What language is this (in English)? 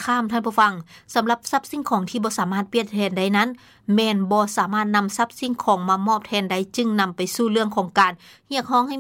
Lao